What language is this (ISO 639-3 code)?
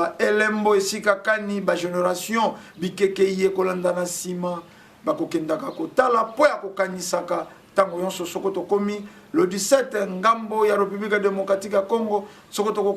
lin